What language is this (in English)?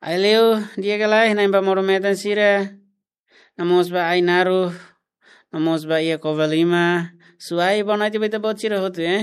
Tetum